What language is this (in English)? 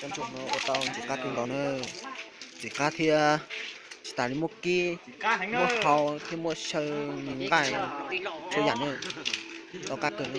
Hmong